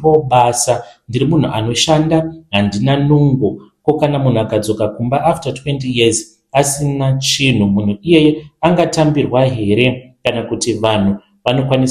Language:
Shona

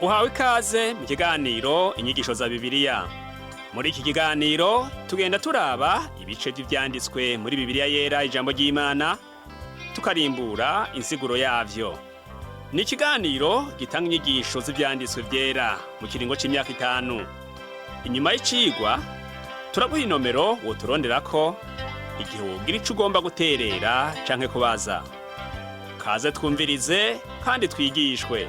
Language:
Rundi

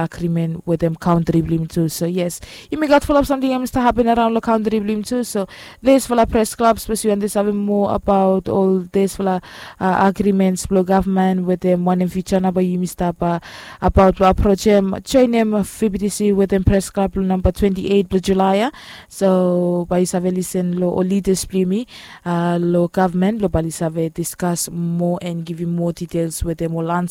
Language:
Bislama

